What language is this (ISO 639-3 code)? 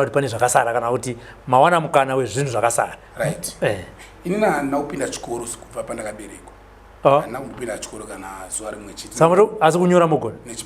sna